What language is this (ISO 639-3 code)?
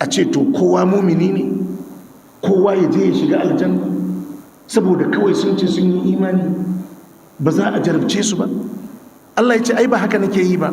hau